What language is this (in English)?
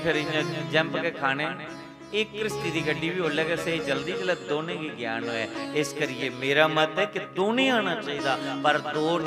Dogri